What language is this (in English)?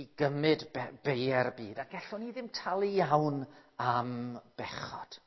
Welsh